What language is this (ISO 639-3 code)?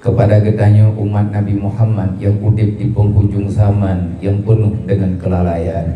ace